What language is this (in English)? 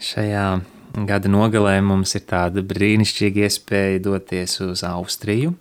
Latvian